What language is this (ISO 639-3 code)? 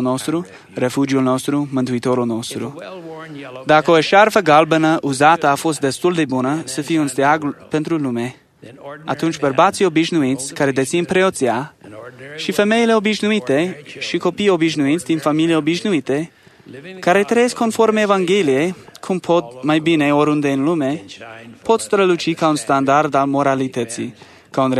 ron